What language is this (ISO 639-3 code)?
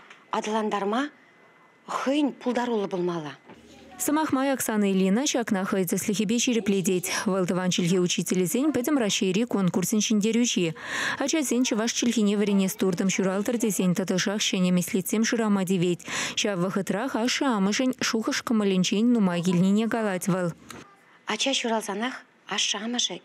chv